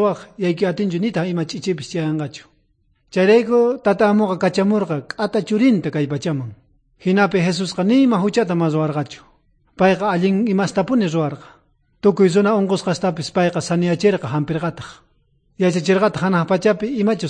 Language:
South Bolivian Quechua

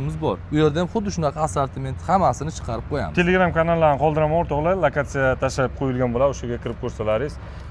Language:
Uzbek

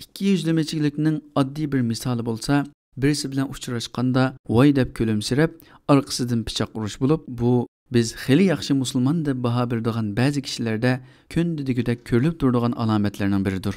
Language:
Uyghur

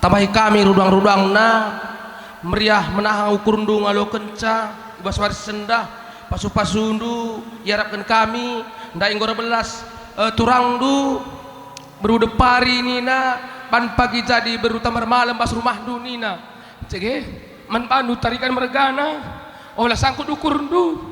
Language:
Batak Karo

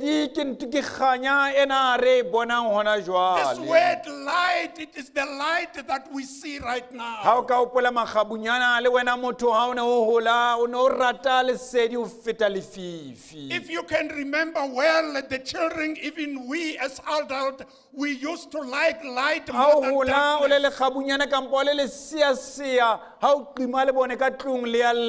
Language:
Southern Sotho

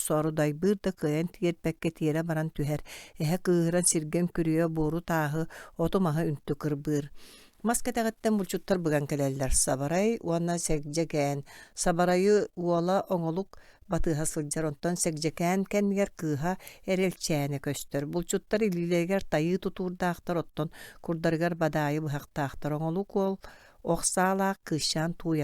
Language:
Yakut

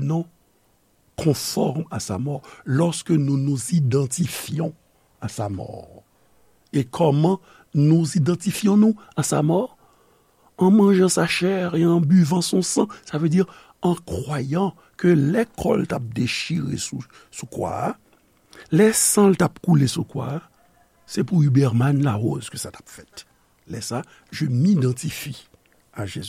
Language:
Haitian Creole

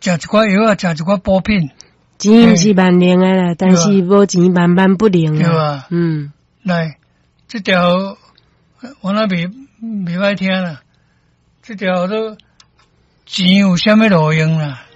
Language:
Min Nan Chinese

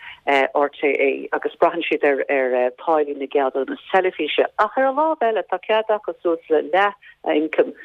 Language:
Irish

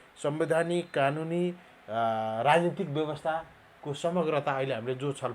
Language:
Nepali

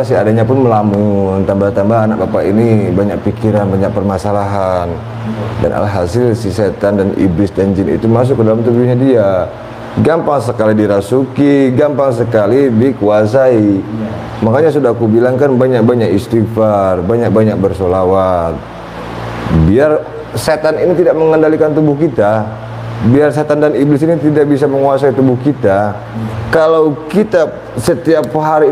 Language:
Indonesian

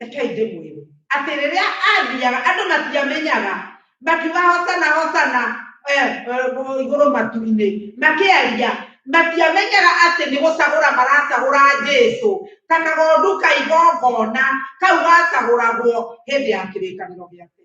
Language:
Kikuyu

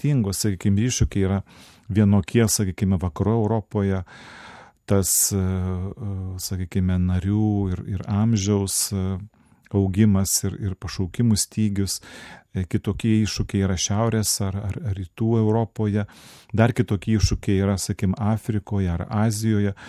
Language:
Lithuanian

